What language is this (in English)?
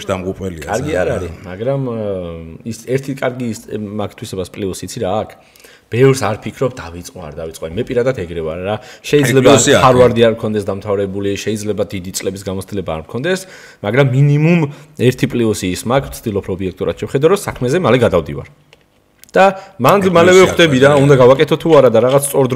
Georgian